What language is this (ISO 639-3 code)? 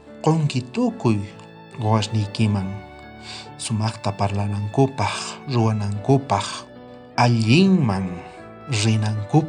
quh